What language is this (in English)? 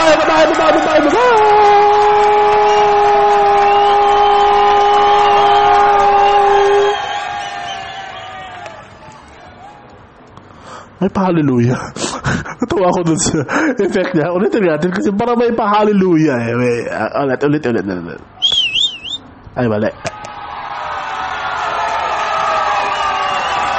Filipino